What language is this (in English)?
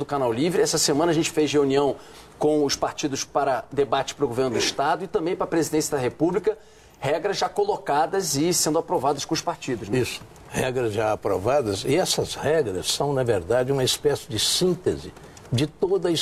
Portuguese